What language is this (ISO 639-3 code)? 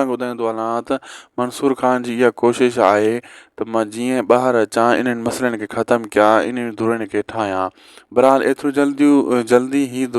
snd